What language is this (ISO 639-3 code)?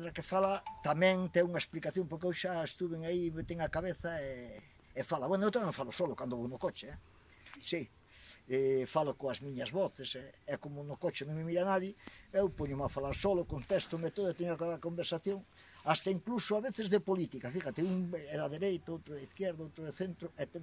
glg